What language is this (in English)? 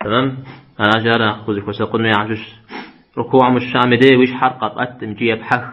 Kabardian